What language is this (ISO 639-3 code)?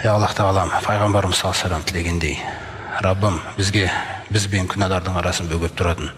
kaz